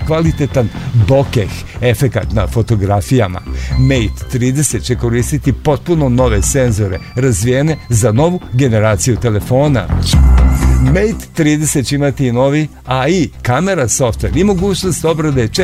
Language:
Serbian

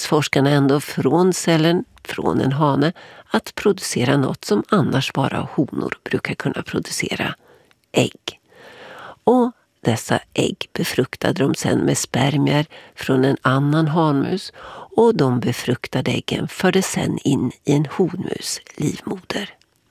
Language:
Swedish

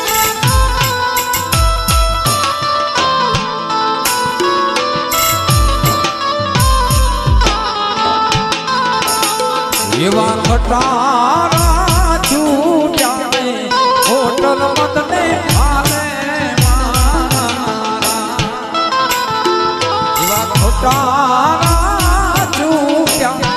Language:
Gujarati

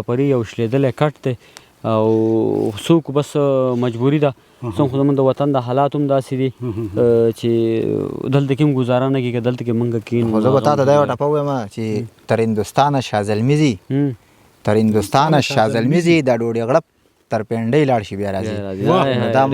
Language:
Pashto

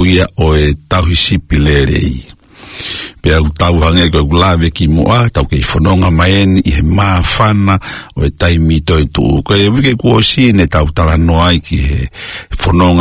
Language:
Tongan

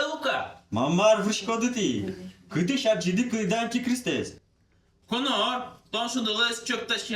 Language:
Udmurt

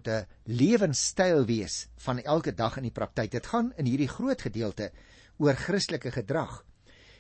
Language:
Afrikaans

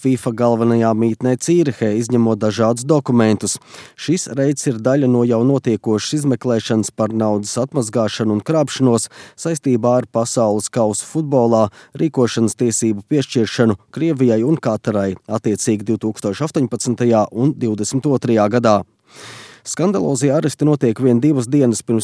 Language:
Latvian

